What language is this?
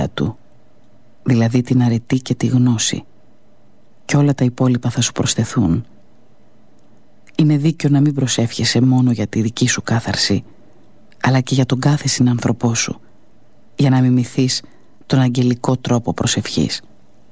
Greek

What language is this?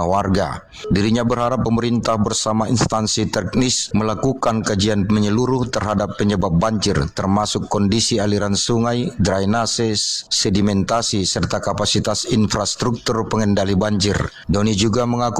Indonesian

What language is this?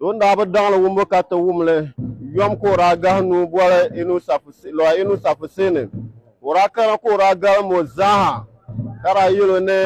Dagbani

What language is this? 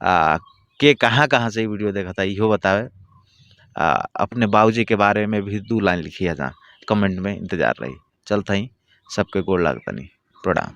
Bhojpuri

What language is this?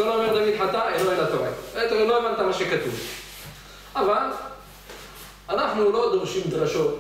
Hebrew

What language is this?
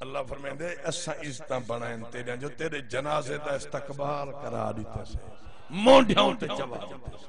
Saraiki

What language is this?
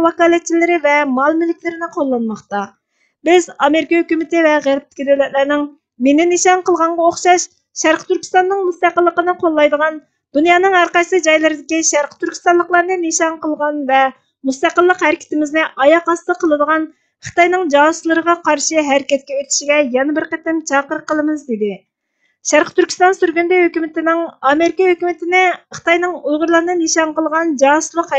Uyghur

